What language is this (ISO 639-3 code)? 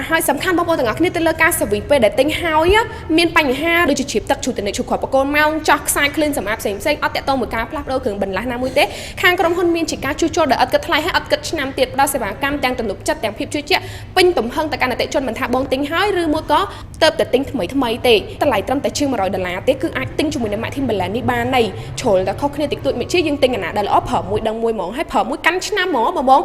khm